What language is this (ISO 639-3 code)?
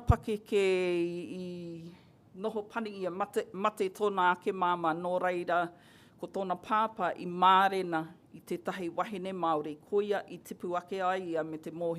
mri